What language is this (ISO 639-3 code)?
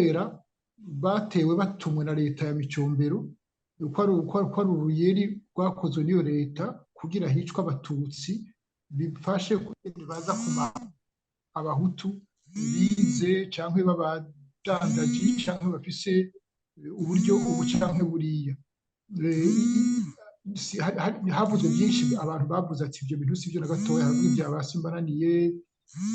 run